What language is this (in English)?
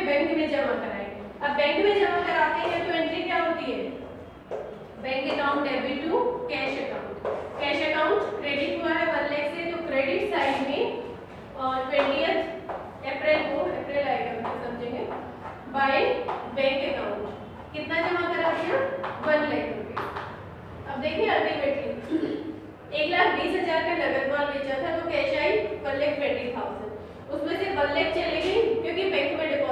Hindi